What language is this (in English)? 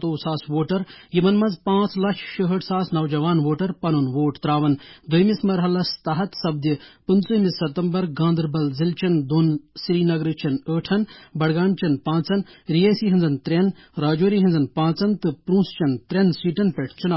Kashmiri